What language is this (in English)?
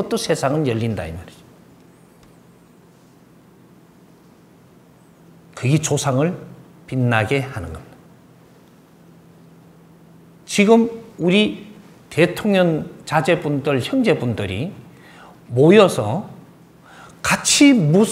Korean